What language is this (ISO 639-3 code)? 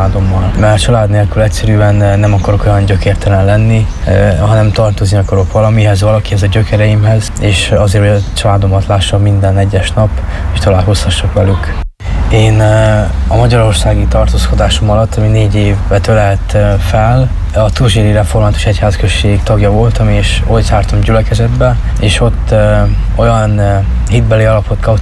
hun